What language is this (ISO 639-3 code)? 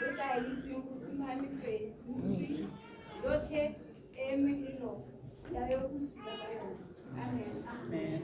tsn